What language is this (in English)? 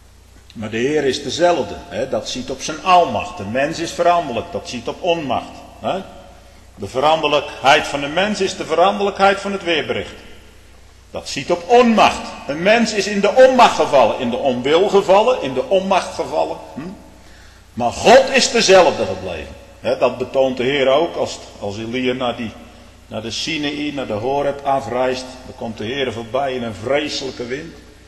Dutch